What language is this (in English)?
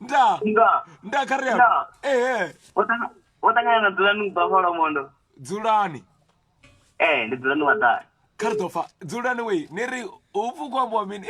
Venda